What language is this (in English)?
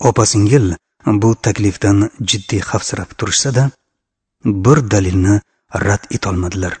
Uzbek